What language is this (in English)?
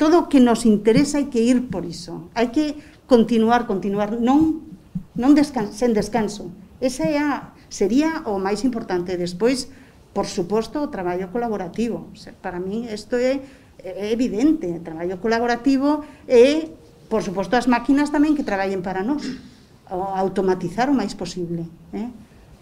Galician